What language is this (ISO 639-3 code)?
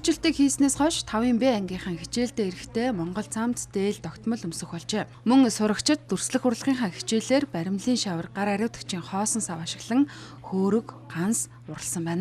mon